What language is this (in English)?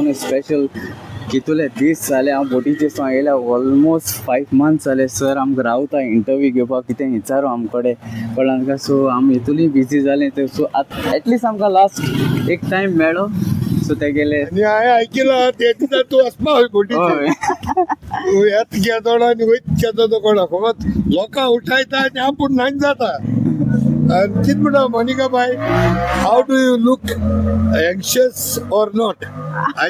Konkani